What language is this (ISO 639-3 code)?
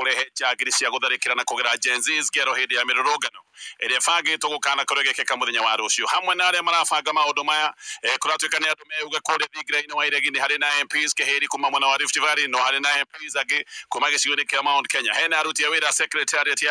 kik